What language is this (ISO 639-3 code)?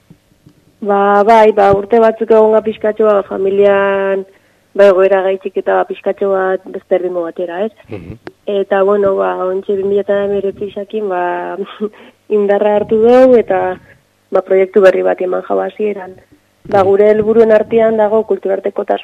eus